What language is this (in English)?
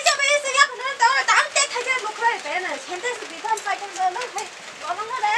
Kok Borok